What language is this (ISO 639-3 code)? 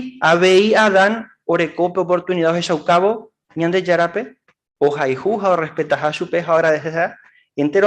grn